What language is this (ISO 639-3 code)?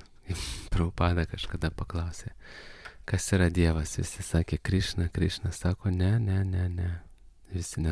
lit